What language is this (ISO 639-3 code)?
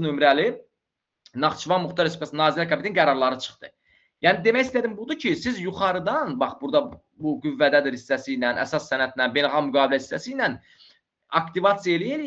aze